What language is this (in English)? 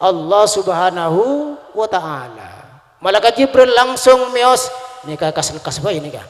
Madurese